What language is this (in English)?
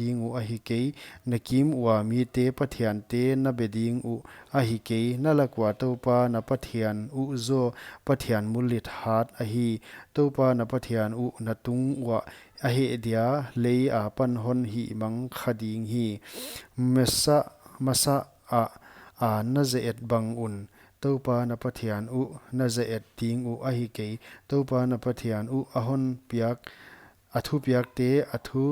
Paite Chin